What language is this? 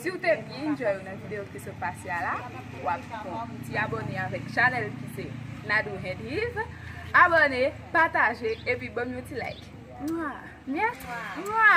Haitian Creole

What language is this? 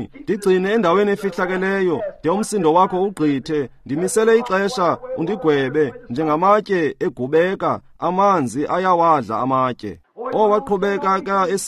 Xhosa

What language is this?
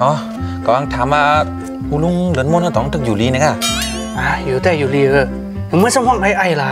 Shan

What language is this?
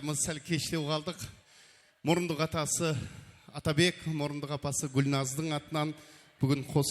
Kara-Kalpak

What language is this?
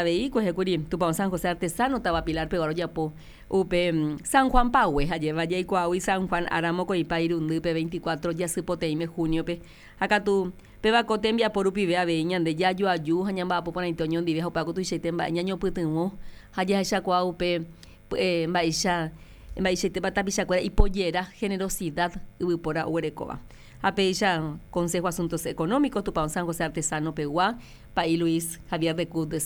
Guarani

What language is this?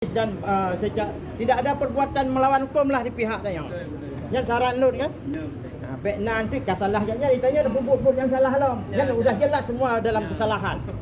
Achinese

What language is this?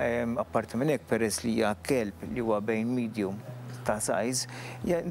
Maltese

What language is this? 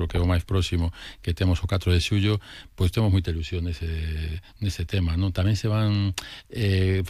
Galician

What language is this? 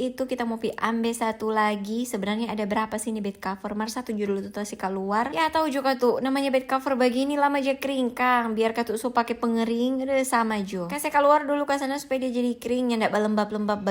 Manado Malay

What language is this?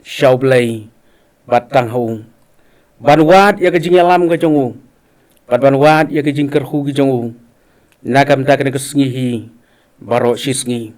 Khasi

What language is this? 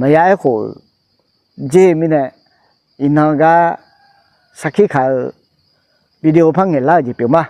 Akha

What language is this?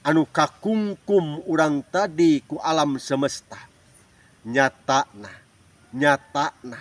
Sundanese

